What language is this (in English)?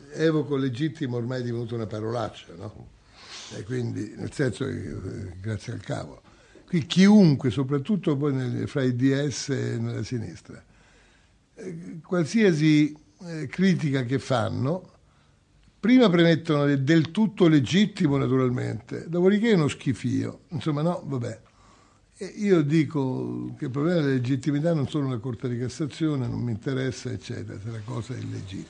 Italian